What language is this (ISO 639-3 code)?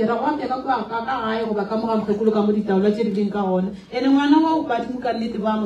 nso